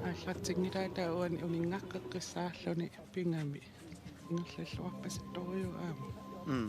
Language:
Kalaallisut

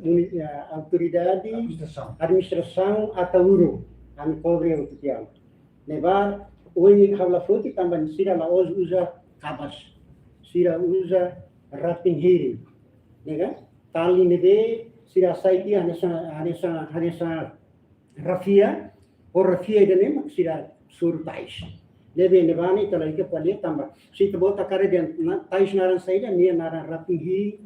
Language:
Tetum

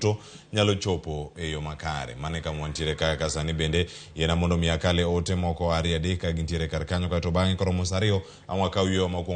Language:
Luo (Kenya and Tanzania)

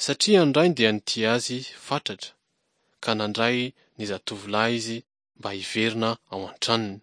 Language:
Malagasy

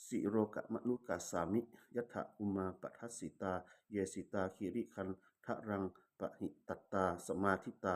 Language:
Pali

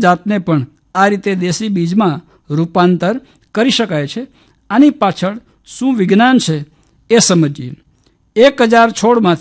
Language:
Gujarati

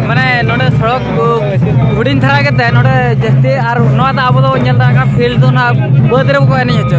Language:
Santali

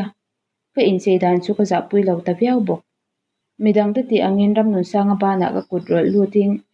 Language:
Mizo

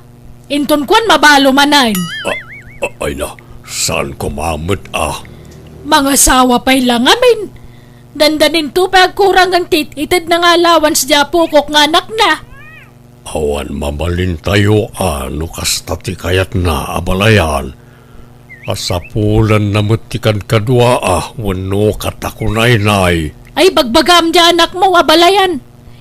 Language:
Iloko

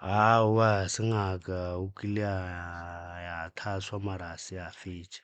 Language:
Northern Sotho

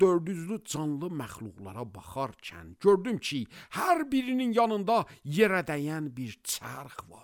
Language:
Azerbaijani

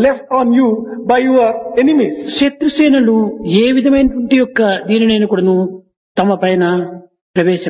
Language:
Telugu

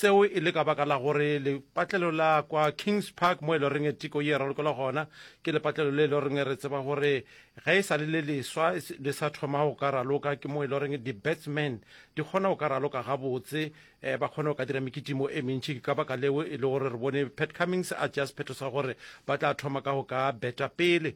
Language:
Northern Sotho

